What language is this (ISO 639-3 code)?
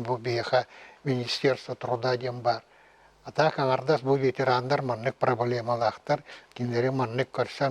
sah